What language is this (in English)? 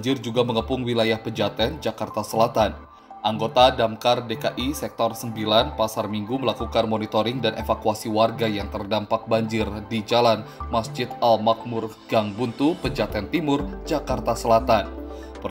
Indonesian